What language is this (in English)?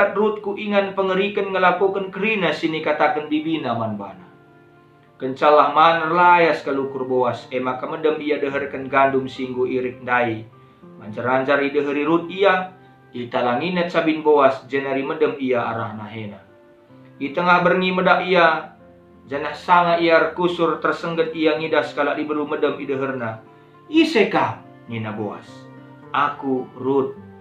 Batak Karo